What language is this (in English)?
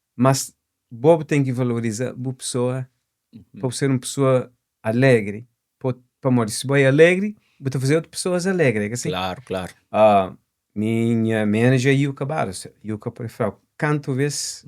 Kabuverdianu